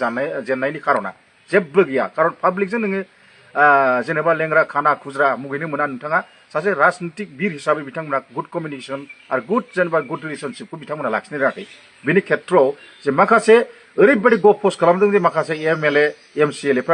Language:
Bodo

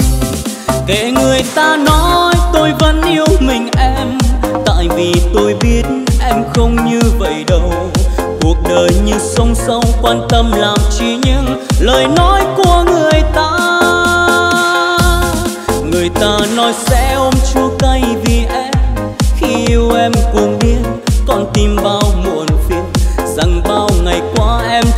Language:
Vietnamese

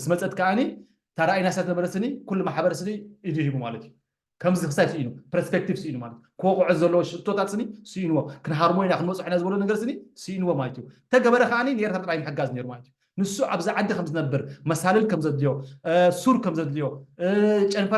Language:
Tigrinya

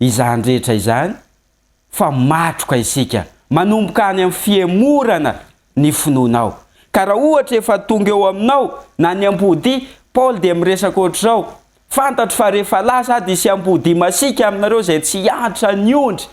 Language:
Malagasy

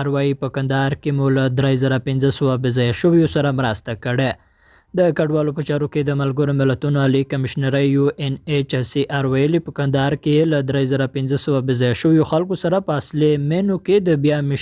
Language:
Pashto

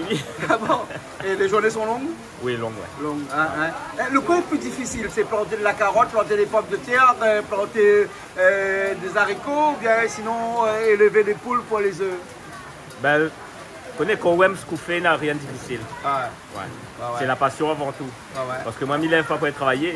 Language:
Réunion Creole French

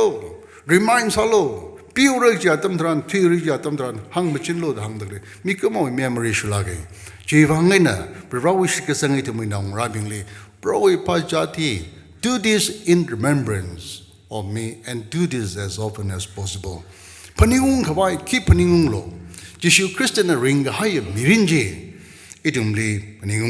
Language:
Tangkhul Naga (India)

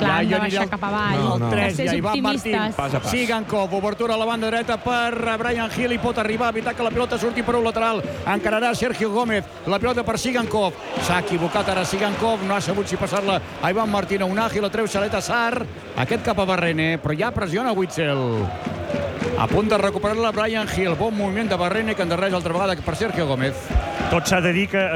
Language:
Catalan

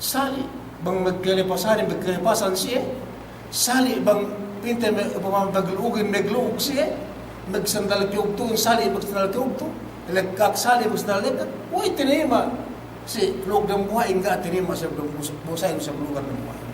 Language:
Yakan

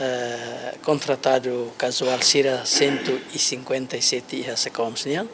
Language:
Tetum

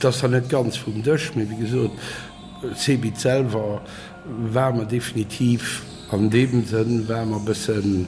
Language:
Luxembourgish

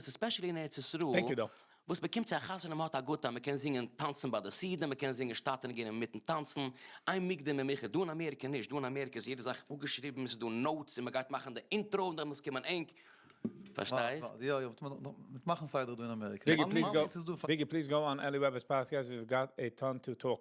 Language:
Yiddish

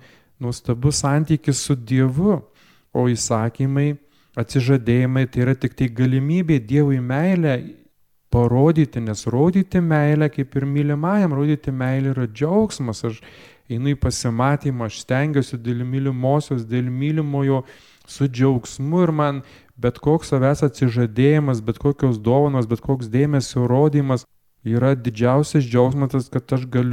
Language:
Lithuanian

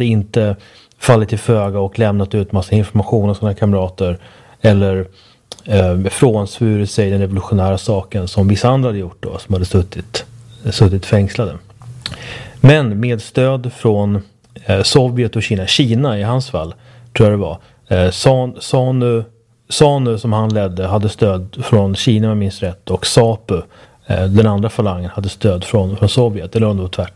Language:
Swedish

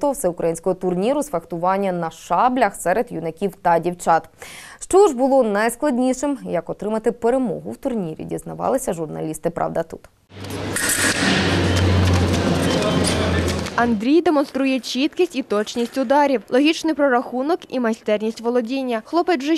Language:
Ukrainian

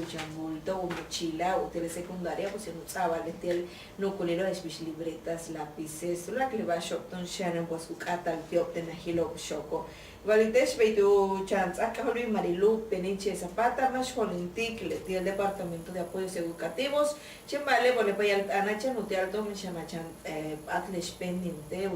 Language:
Yucateco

